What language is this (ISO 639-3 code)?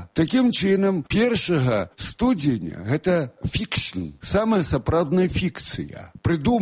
bel